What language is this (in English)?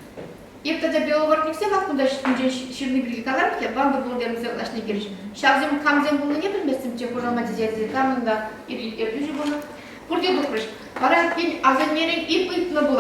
Chuvash